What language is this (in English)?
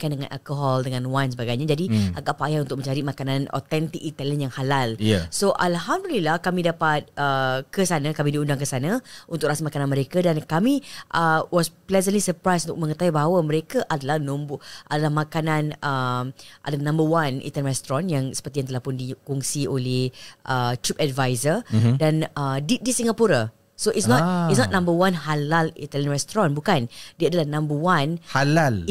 Malay